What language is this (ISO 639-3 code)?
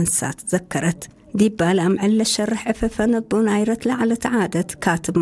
tir